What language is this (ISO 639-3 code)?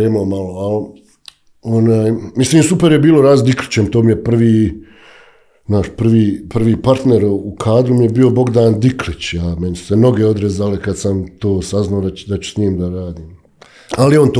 bos